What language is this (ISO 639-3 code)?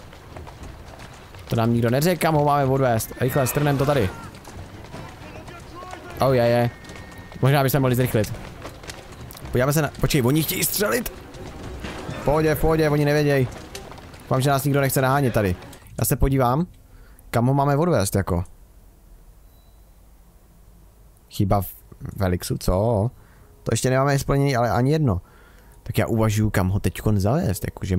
ces